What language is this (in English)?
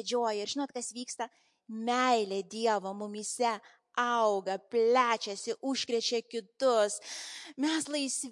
Lithuanian